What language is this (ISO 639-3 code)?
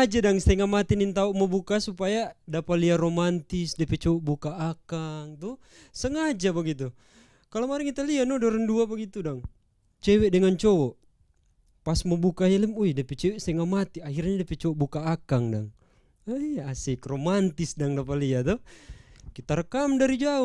xmm